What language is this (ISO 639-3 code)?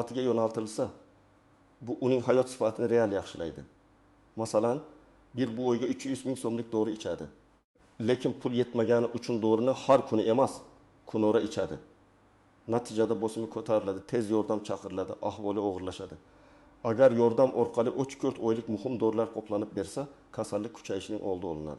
uzb